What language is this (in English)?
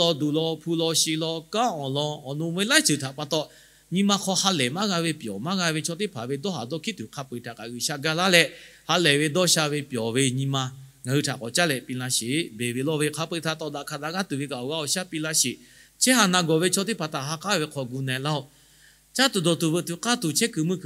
Lahu